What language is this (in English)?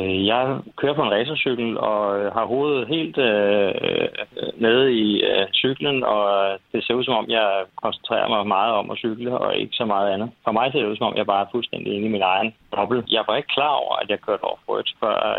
Danish